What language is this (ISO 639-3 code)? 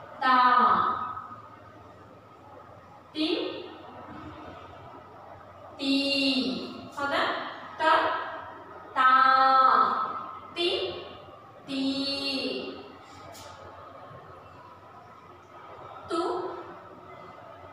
kan